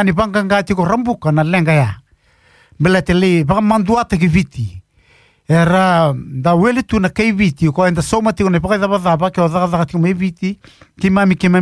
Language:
Fijian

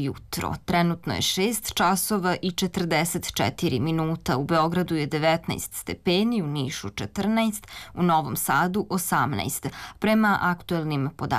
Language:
Serbian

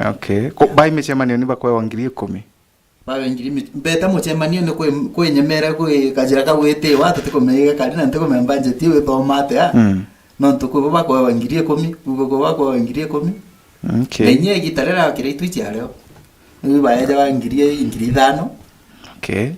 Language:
Meru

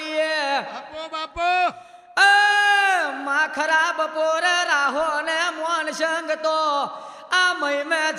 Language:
Gujarati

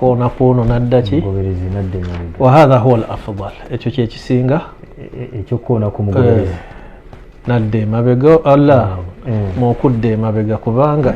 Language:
Ganda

